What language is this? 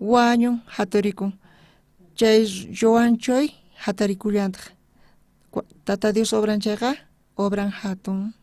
South Bolivian Quechua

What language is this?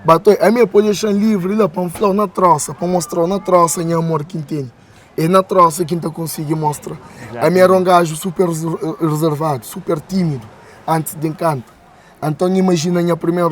Kabuverdianu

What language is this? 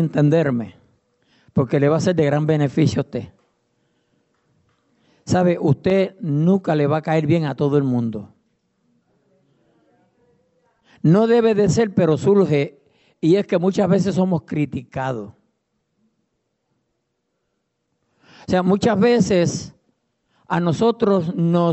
Spanish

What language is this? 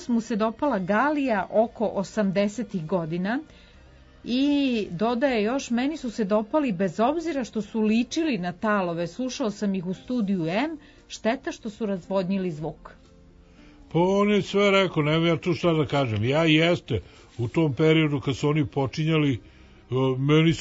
Serbian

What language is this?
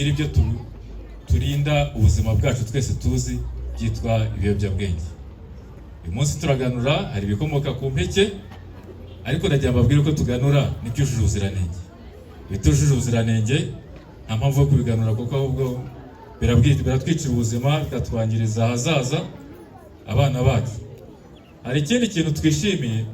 Kinyarwanda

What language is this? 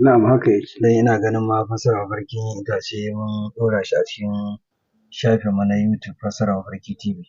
Hausa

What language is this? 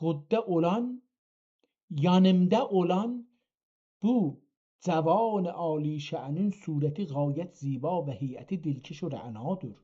South Azerbaijani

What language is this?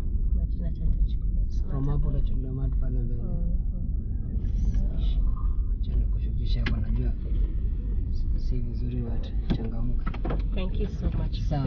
Swahili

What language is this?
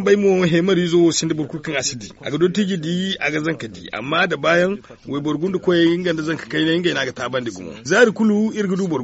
Zarma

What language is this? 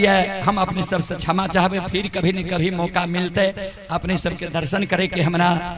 Maithili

